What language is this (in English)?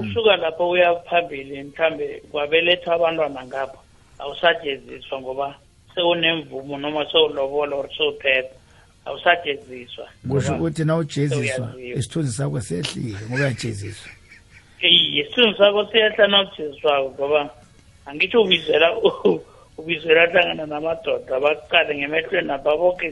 South Ndebele